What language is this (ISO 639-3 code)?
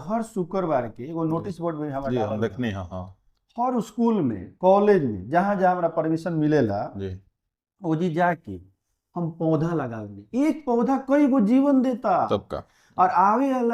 bho